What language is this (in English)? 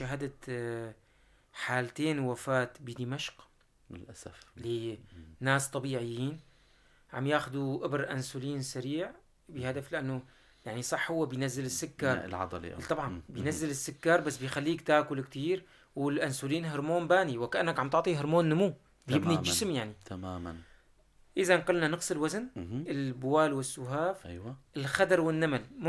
North Levantine Arabic